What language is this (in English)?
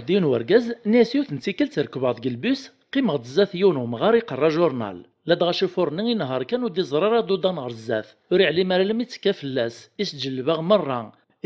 Kabyle